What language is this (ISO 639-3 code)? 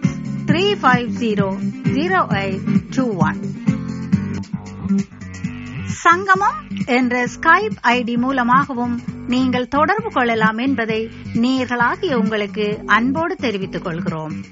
tam